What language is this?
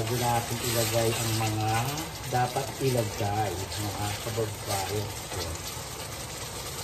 Filipino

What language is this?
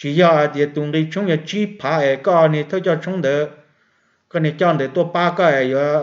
Hmong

